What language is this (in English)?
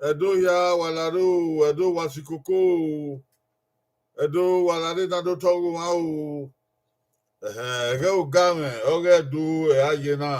Bini